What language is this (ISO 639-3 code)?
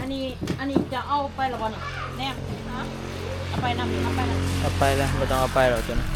tts